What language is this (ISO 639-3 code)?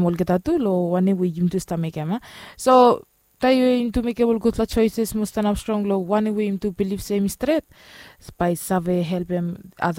bis